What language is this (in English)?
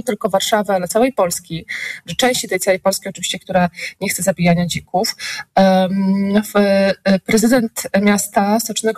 Polish